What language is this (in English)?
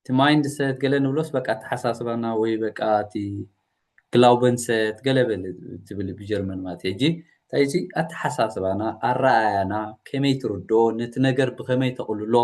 Tigrinya